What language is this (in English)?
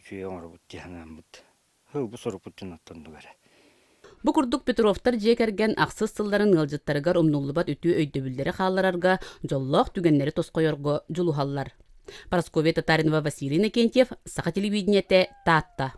Yakut